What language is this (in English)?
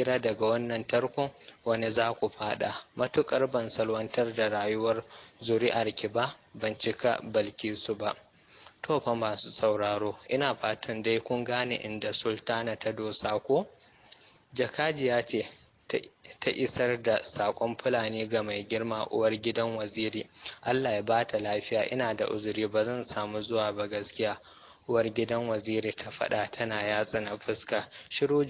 Hausa